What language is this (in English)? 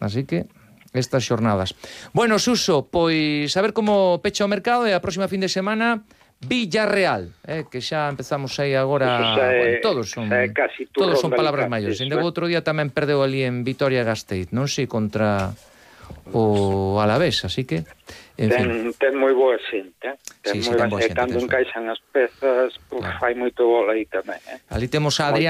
Galician